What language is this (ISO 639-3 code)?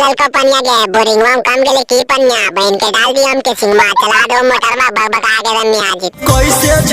mag